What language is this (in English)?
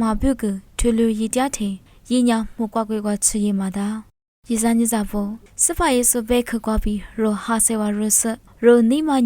Lisu